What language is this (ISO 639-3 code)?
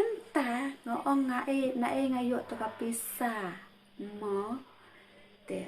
kha